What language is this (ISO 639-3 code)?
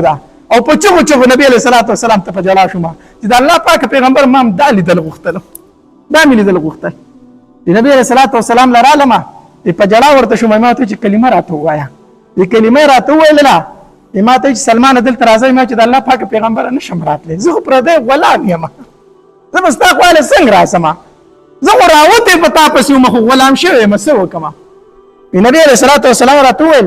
pus